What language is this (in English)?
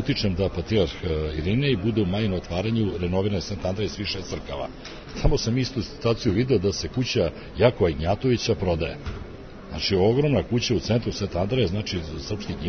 Serbian